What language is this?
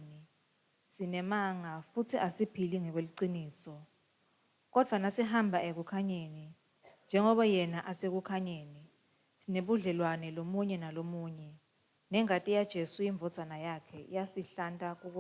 Swati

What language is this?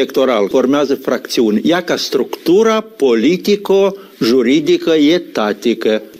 Romanian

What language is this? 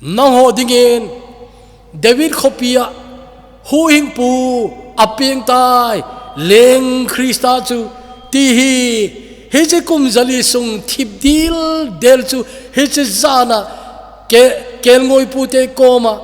Thado Chin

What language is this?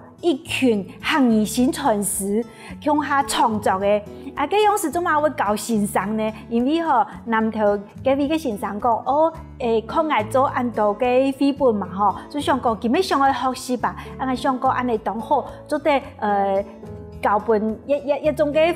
Hakka Chinese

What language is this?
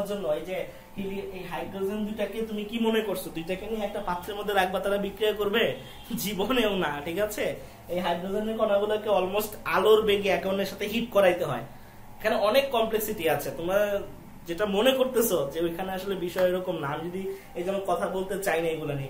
Bangla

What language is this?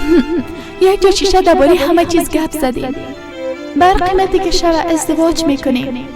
Persian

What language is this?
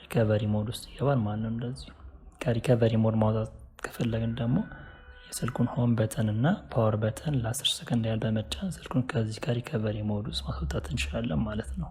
Amharic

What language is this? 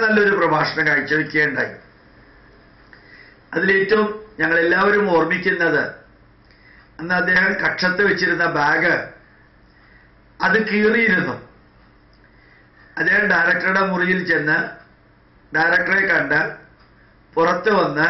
Malayalam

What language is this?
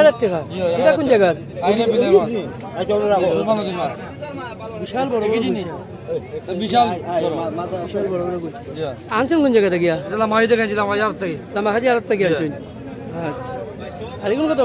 Sylheti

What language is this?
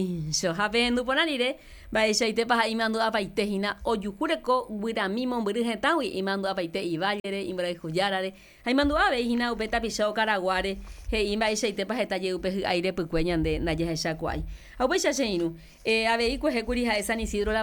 Guarani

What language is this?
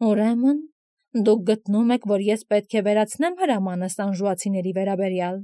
Armenian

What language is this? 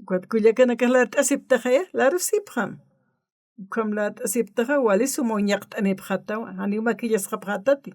Aymara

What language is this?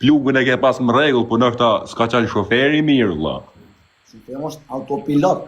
Albanian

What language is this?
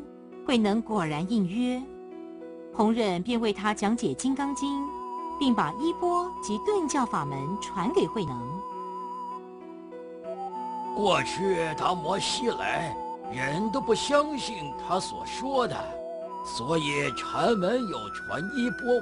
Chinese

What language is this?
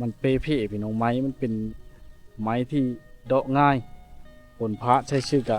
Lao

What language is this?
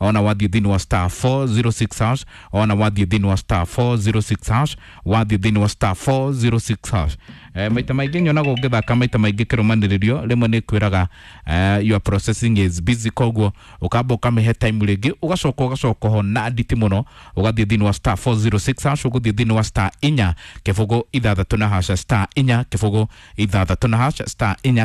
Kikuyu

